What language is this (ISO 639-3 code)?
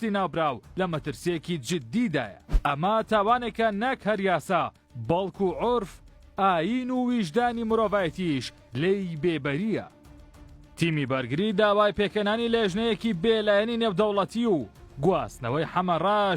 ckb